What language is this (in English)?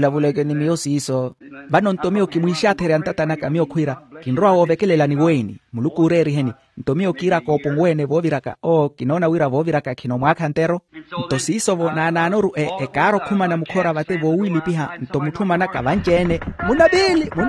Makhuwa